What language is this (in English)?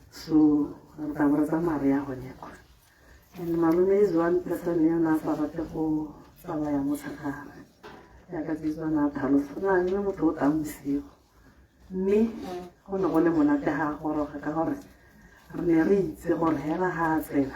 Tswana